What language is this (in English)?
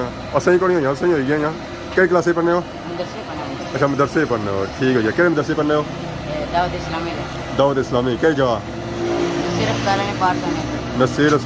Pahari-Potwari